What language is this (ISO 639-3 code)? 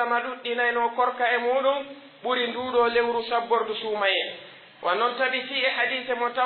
fuf